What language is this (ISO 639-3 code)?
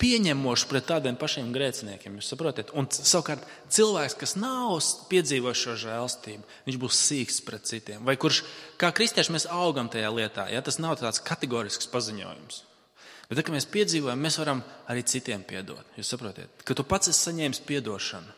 lav